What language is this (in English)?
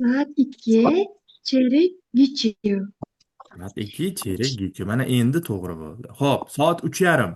Uzbek